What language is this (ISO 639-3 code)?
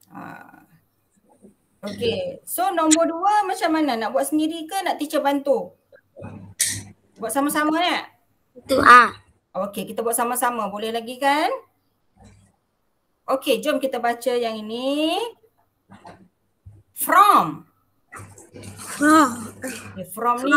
msa